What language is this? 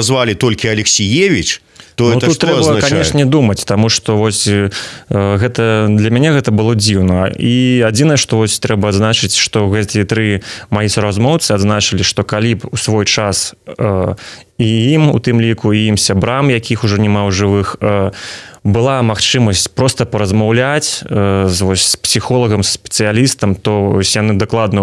Belarusian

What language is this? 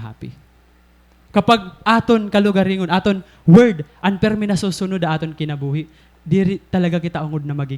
Waray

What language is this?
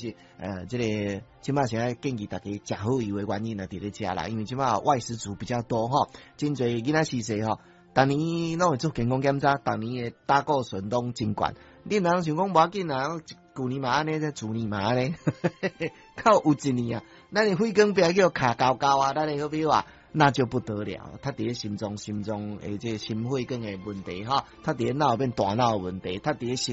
Min Nan Chinese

